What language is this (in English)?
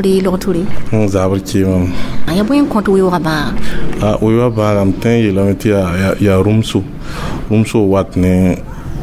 Mossi